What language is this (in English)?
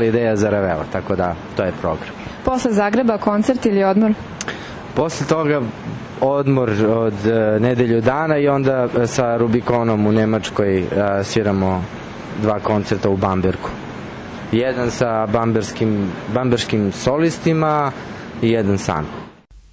Serbian